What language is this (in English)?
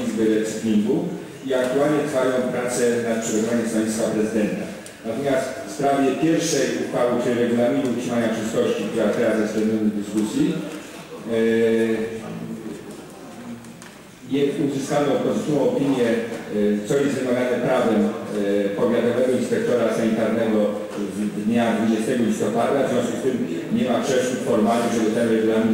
Polish